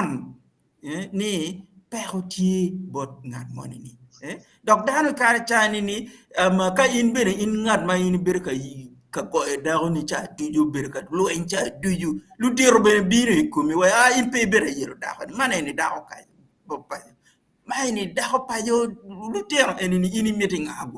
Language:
Acoli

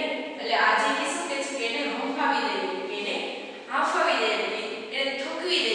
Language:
Gujarati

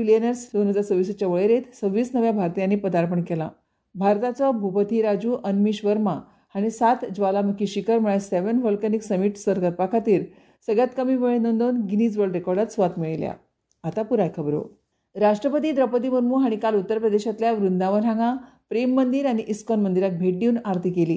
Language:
Konkani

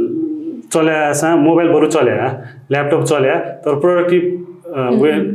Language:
Newari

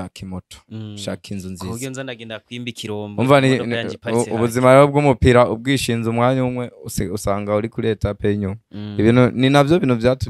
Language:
Rundi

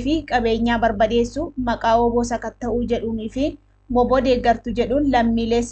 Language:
Oromo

